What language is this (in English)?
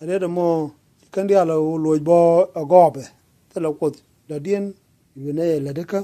Nuer